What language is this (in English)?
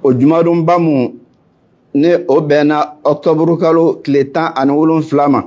Bambara